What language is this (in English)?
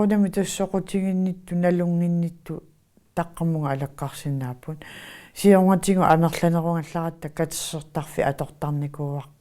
Kalaallisut